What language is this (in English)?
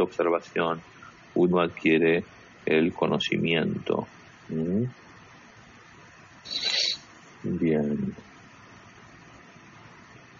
Spanish